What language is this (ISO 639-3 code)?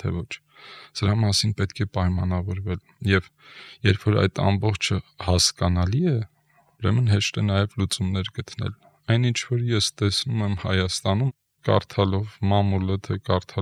hye